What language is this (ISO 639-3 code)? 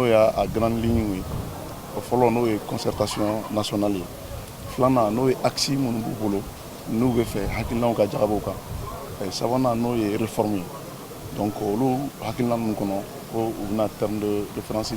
bam